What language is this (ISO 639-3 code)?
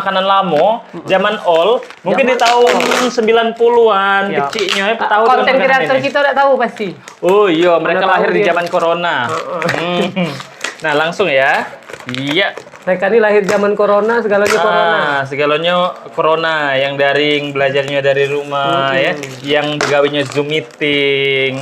mui